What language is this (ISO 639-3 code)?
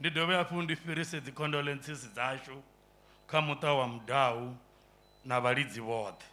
ven